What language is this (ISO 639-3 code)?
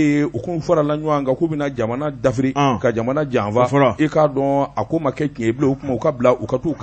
bam